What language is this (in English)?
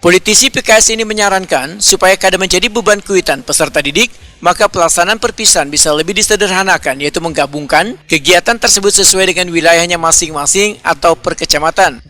Banjar